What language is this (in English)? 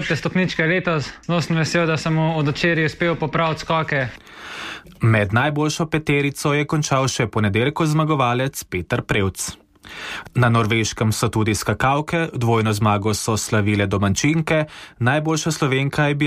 Slovenian